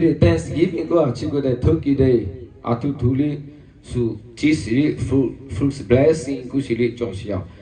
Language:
Lahu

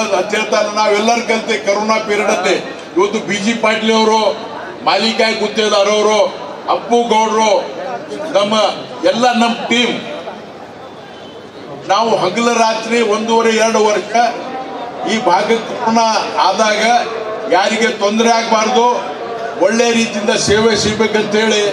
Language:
Kannada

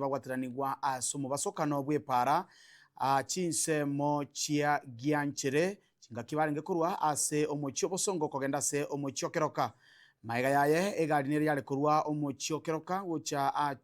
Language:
Gusii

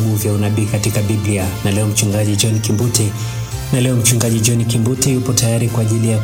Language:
Swahili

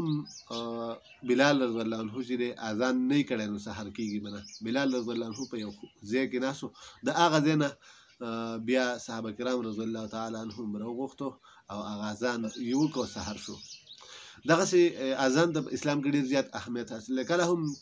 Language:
Pashto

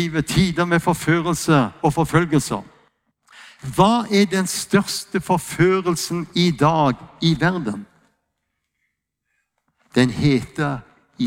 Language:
Norwegian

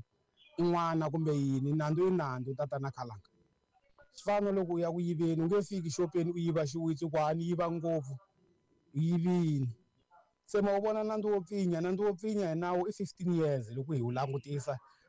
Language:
Tsonga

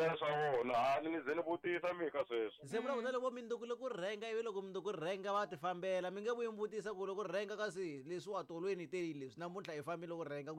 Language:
Tsonga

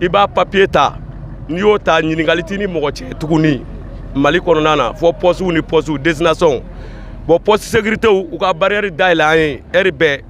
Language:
Bambara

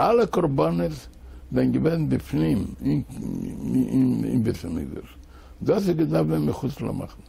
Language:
Yiddish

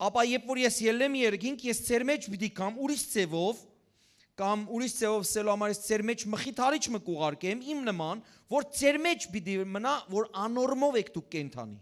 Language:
Western Armenian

